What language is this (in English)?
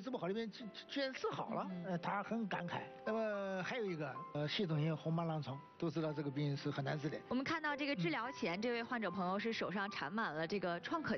Chinese